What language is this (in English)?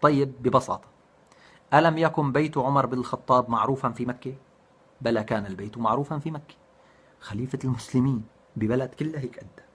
North Levantine Arabic